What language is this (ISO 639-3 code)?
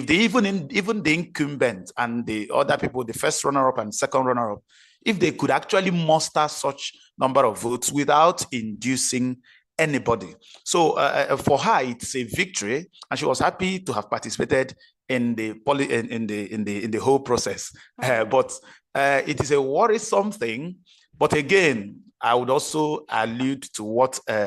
pcm